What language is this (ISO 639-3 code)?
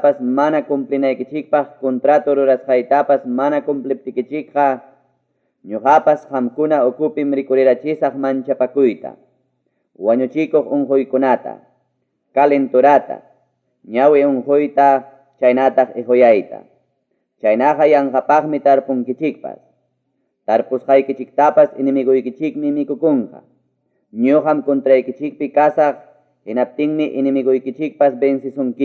quy